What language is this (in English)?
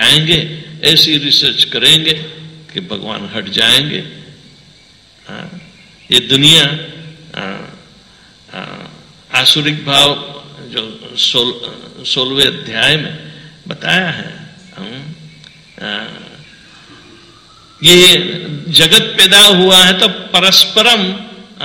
Hindi